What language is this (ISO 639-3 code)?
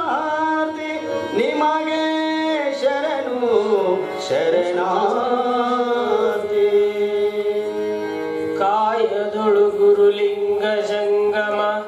kan